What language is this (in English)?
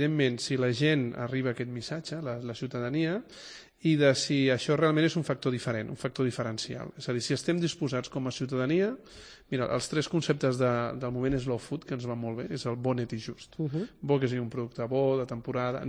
Catalan